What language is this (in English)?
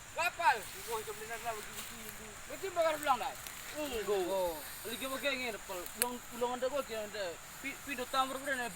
Batak Karo